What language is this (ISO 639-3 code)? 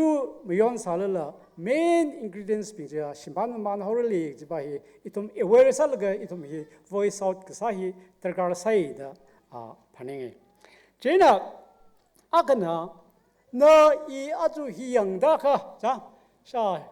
nmf